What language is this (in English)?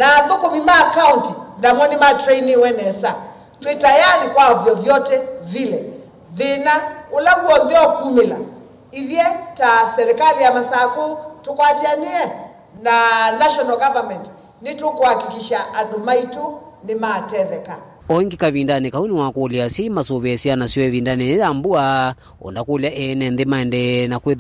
Kamba